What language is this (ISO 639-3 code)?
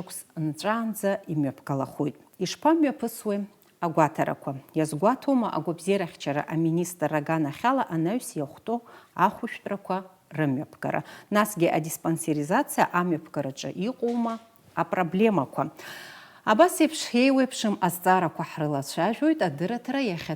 abk